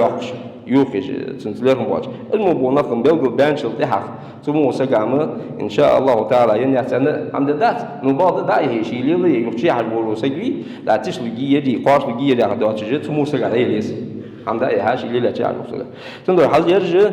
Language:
Ingush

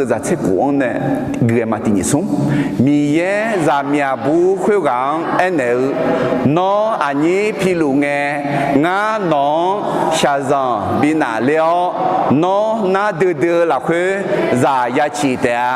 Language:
Akha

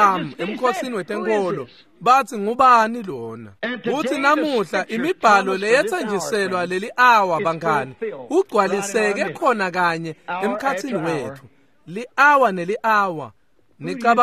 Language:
Swati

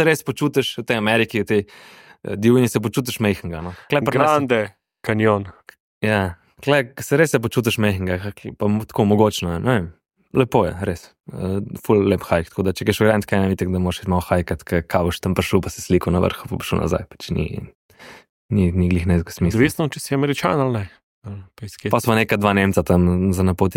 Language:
Slovenian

